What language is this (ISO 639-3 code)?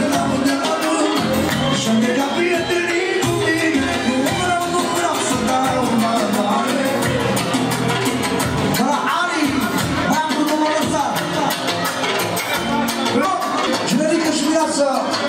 ron